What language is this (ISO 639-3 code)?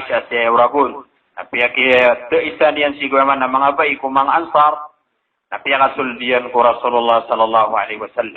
mrw